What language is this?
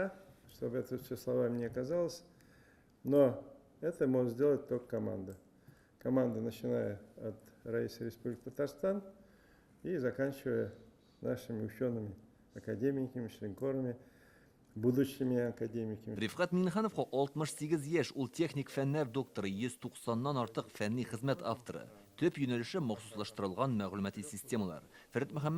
Tatar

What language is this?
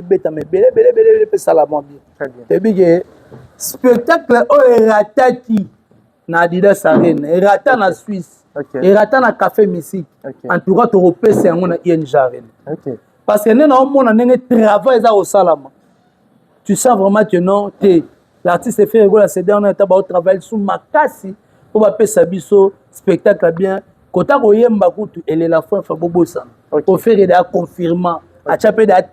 Lingala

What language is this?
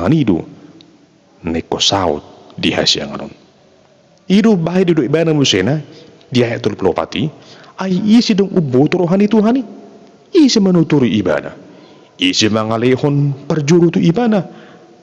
Batak Toba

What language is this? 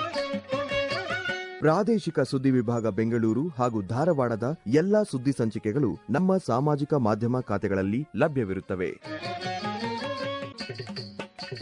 Kannada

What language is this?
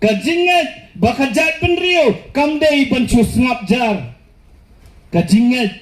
Khasi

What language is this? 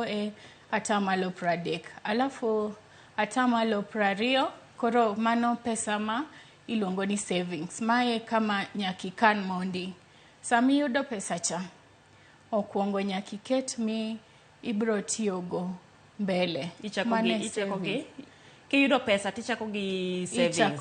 Luo (Kenya and Tanzania)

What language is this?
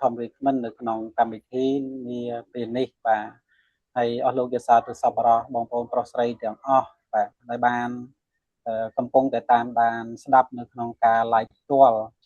Khmer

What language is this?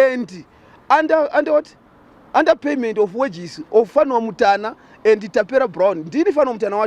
Shona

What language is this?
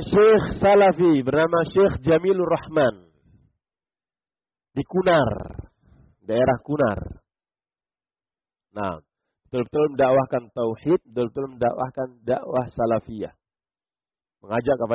Indonesian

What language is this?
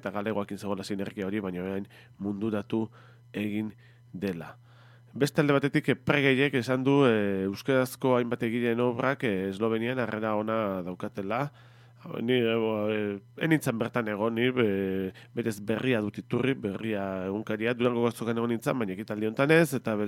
Basque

